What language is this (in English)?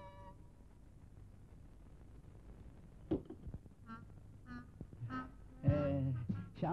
Turkish